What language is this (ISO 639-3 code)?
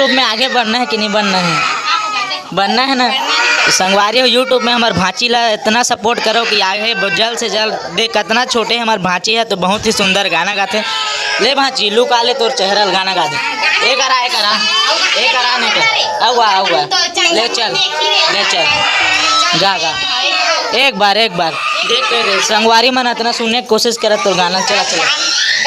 hne